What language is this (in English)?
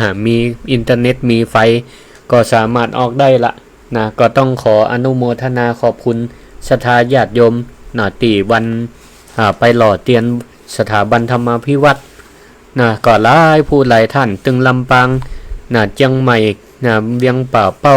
Northern Thai